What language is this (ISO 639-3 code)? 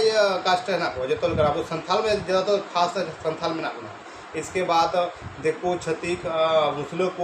sat